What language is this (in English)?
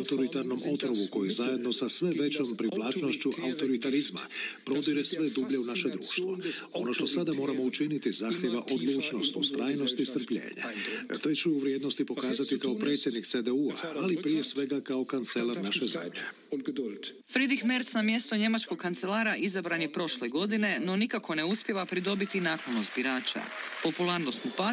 Croatian